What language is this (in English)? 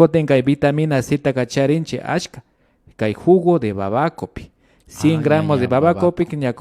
Imbabura Highland Quichua